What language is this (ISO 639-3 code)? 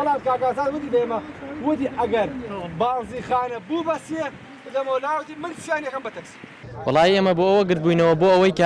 ckb